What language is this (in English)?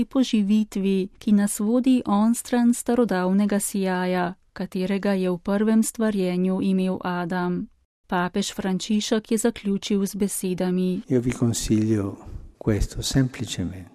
Slovenian